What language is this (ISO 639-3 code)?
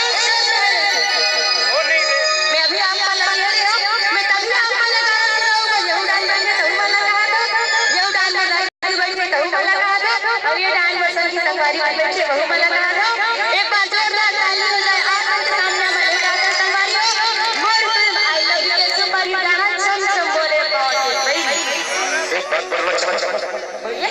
hne